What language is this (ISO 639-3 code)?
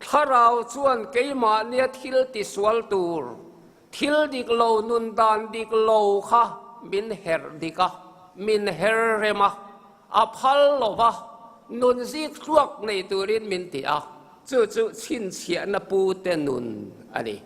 lus